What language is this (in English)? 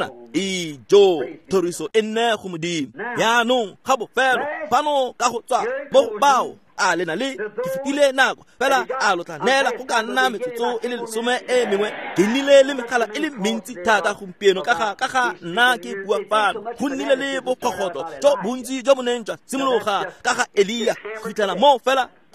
Tswana